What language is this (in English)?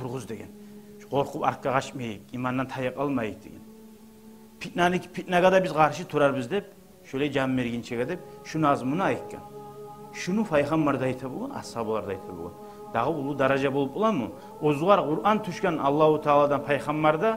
Kumyk